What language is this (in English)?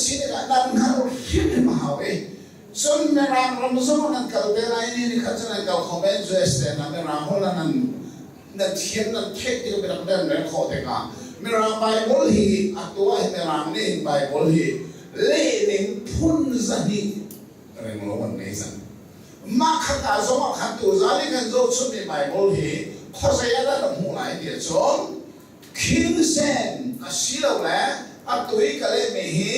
Hakha Chin